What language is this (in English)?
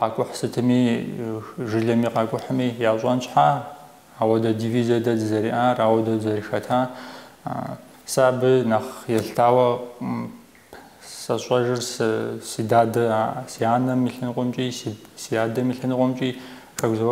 Kabardian